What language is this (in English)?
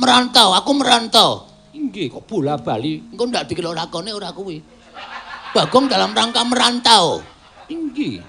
Javanese